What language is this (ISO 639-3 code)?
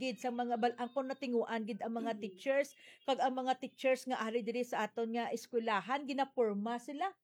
hil